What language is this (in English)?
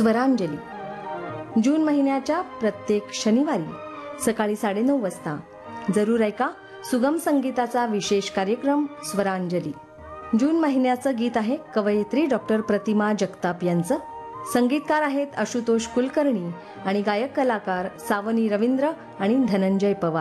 Marathi